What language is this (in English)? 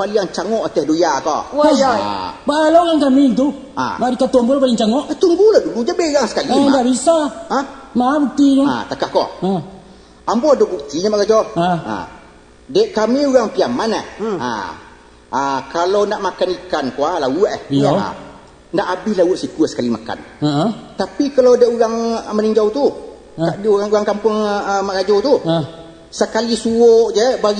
Minangkabau